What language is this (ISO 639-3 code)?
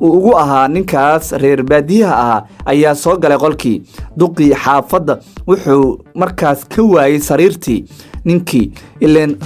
som